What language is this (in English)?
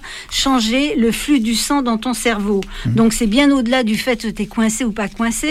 French